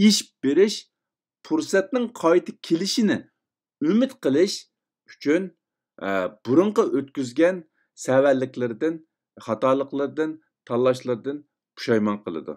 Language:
Uyghur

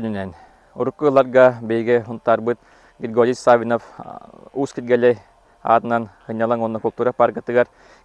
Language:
Yakut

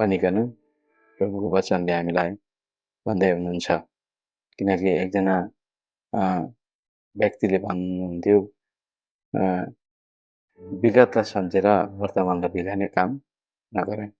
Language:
Nepali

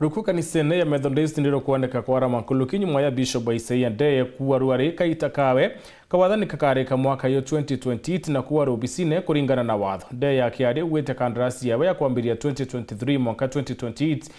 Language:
Meru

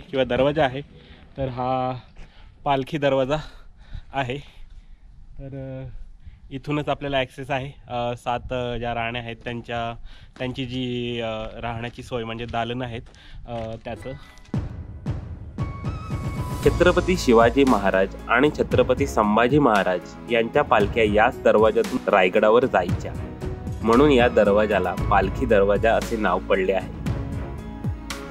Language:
Marathi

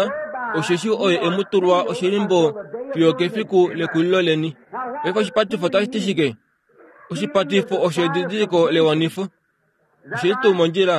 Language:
Kuanyama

